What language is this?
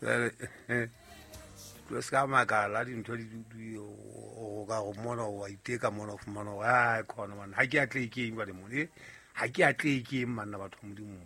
Southern Sotho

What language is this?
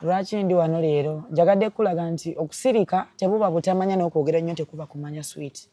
Ganda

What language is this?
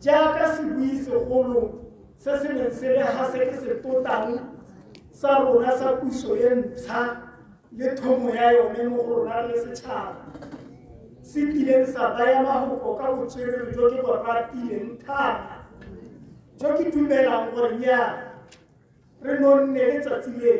Tswana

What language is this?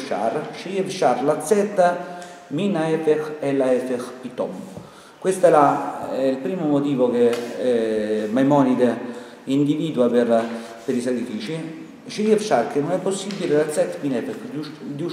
Italian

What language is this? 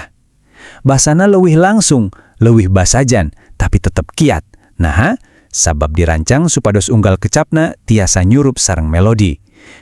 Sundanese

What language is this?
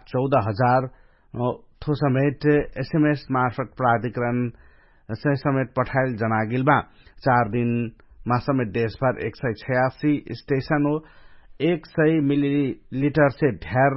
Dangaura Tharu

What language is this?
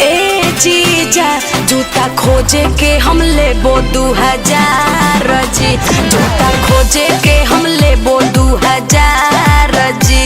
Magahi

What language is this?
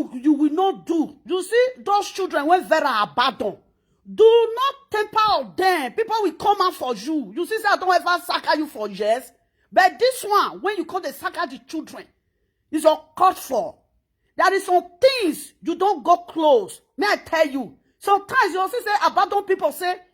Nigerian Pidgin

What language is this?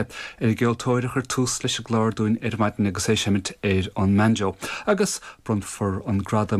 Irish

